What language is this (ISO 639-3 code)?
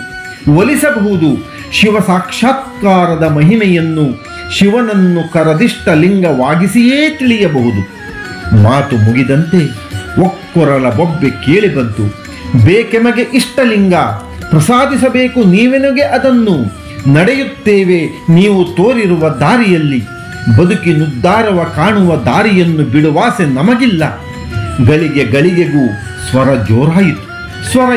kan